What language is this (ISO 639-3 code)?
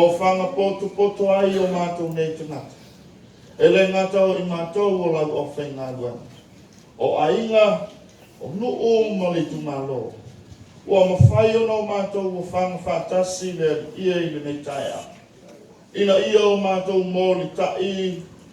smo